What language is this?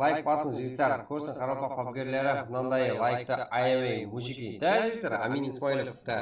Kara-Kalpak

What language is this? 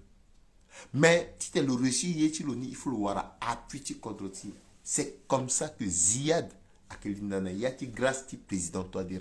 Sango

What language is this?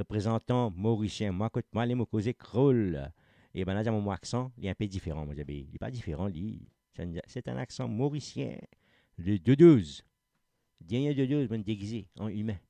Morisyen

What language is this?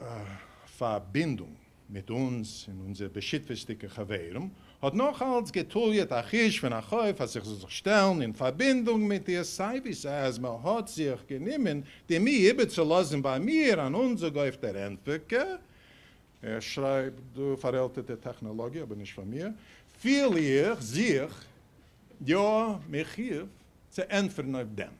Yiddish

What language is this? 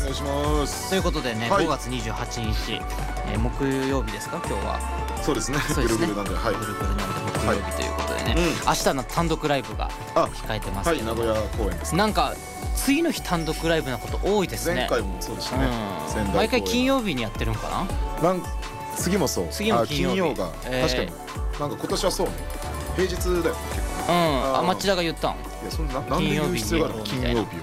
Japanese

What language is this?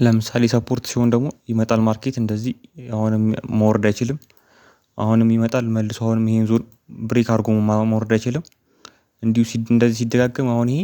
Amharic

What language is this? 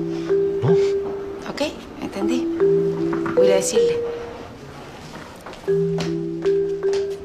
Spanish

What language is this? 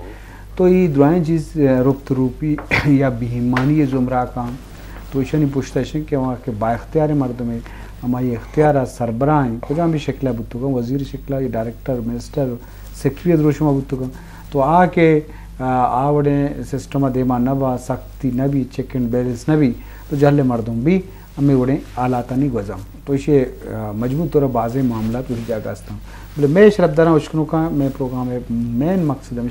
Eastern Balochi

